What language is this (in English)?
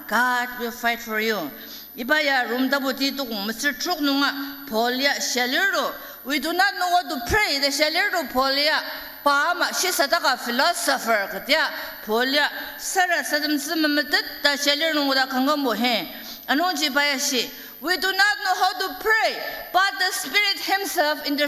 Ao Naga